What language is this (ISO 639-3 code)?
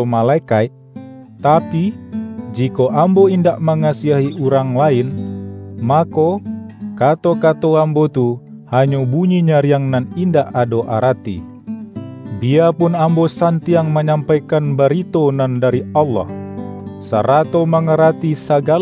min